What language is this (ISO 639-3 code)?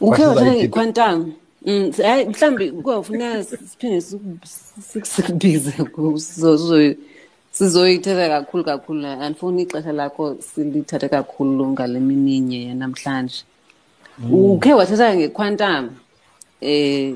xho